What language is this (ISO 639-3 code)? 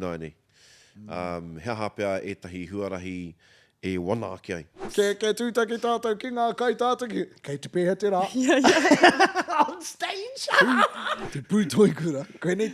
mri